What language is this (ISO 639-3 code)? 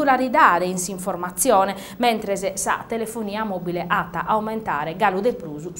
srd